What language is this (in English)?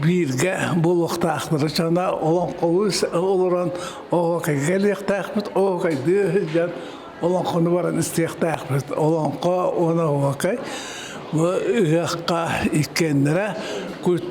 Yakut